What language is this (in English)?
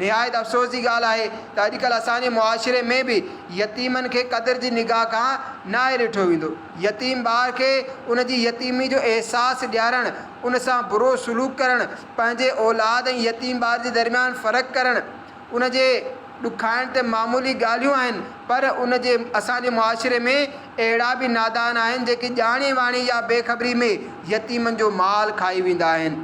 Sindhi